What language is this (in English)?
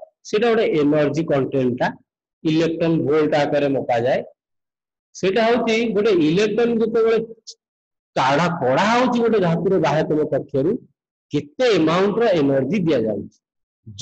Odia